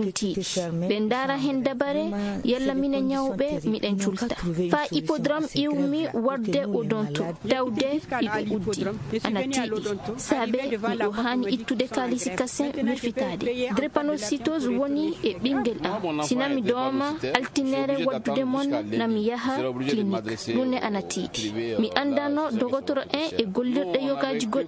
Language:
Fula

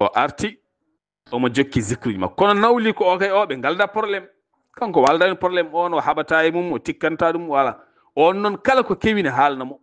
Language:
Fula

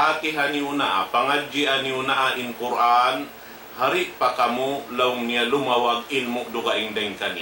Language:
Tausug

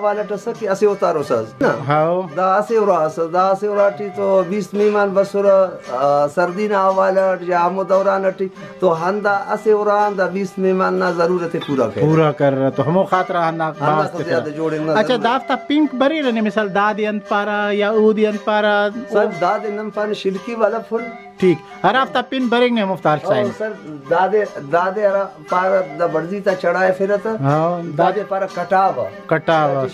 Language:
Brahui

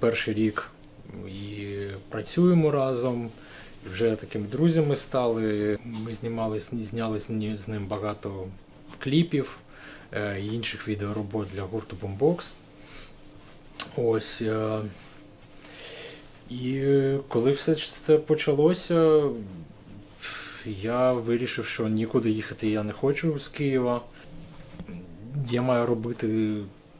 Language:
Ukrainian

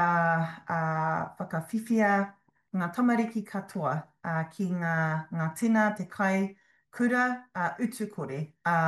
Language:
Māori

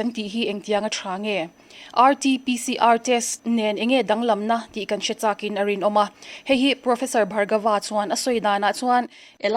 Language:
Mizo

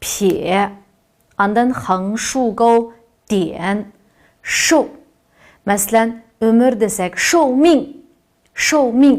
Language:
Uyghur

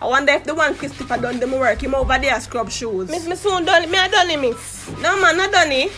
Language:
Jamaican Creole English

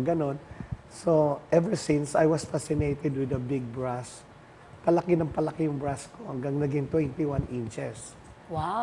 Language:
Filipino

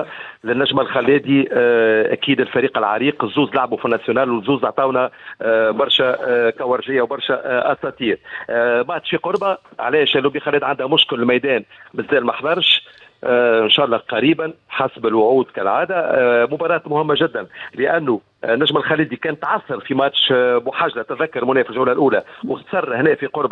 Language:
Tunisian Arabic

